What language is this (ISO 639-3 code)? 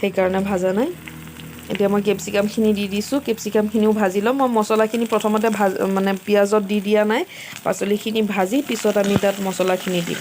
asm